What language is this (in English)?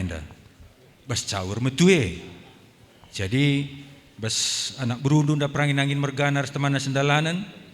Batak Karo